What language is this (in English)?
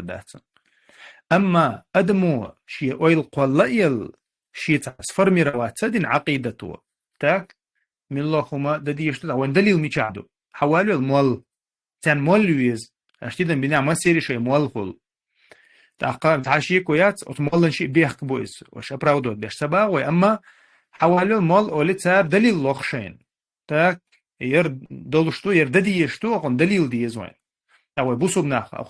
Chechen